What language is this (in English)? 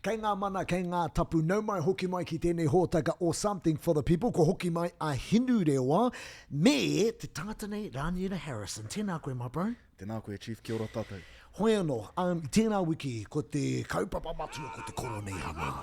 Māori